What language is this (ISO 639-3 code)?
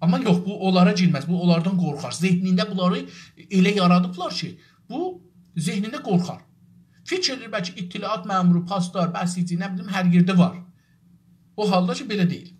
azb